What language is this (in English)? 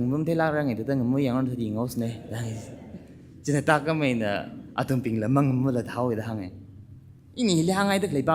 Tangkhul Naga (India)